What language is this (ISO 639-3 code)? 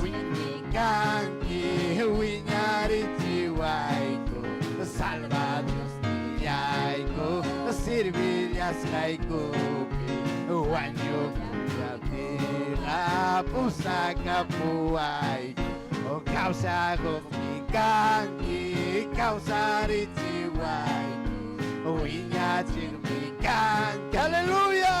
quy